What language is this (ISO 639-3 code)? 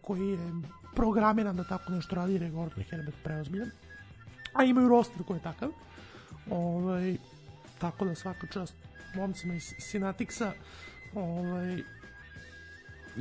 srp